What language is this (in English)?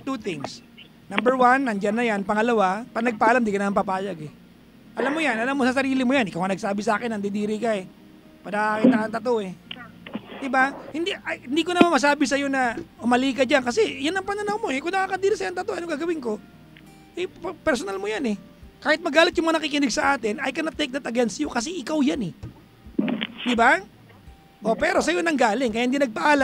Filipino